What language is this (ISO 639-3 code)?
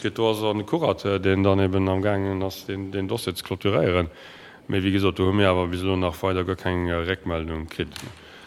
ltz